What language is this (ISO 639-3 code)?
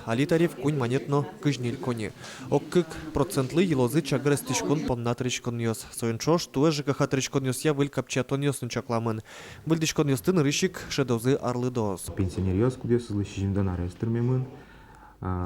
udm